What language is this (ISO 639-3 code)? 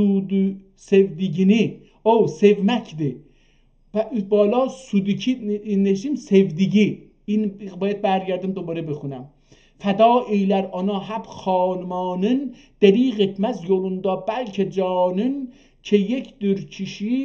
azb